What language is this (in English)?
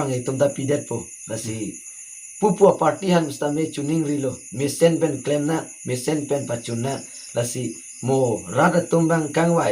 Karbi